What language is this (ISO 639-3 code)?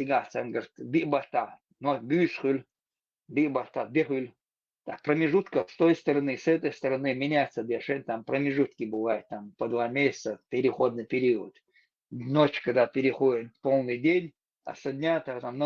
che